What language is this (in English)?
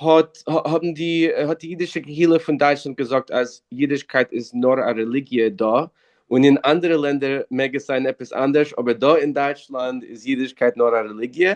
Yiddish